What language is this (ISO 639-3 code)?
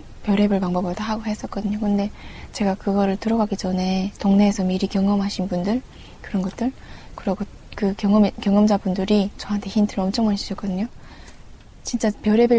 kor